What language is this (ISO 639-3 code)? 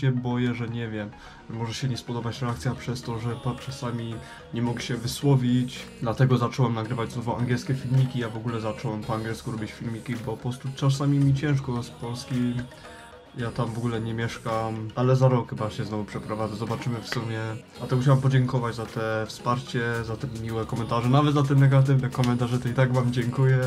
pol